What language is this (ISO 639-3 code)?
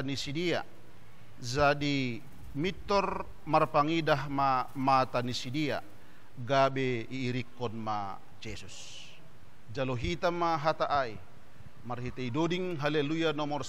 bts